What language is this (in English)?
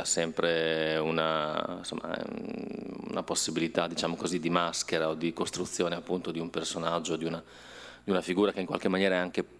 Italian